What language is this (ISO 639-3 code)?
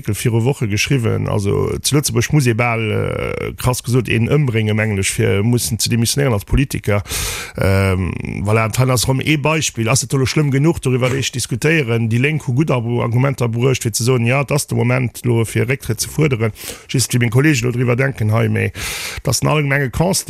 ltz